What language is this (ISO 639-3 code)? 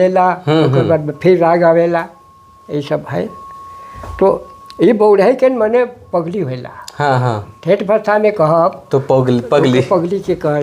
sck